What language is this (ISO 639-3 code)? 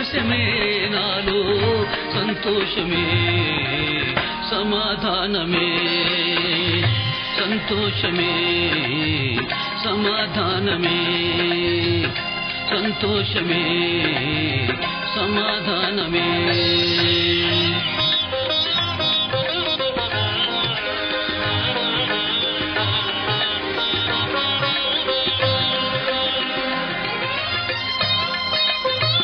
tel